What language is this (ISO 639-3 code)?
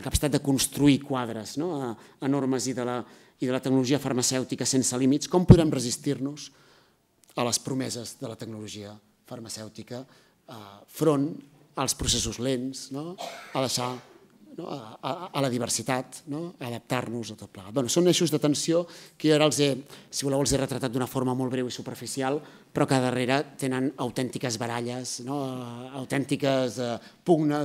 cat